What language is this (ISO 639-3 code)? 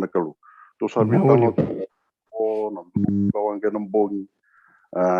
fij